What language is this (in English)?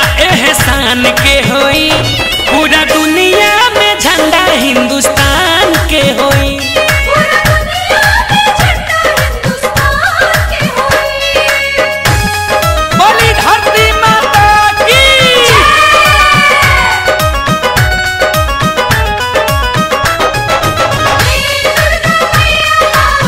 Bhojpuri